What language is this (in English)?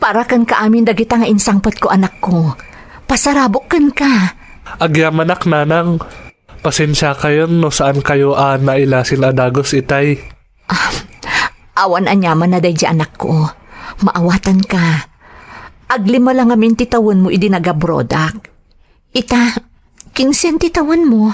Iloko